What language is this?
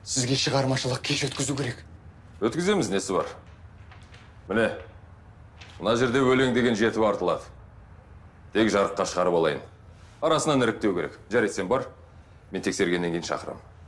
Kazakh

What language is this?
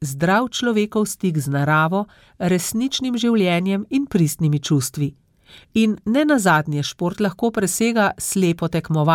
Slovenian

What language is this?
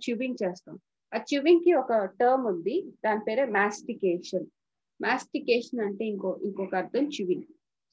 Telugu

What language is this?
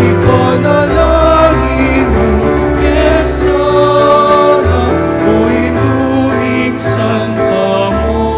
Pampanga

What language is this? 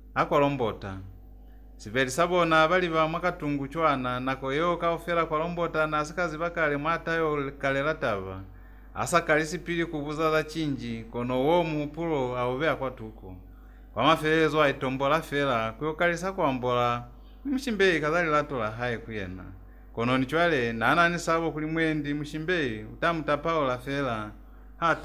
Lozi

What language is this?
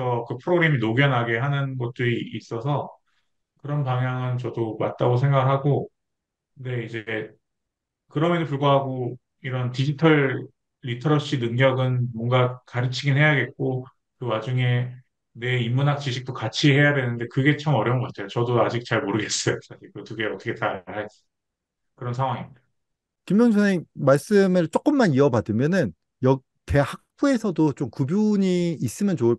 Korean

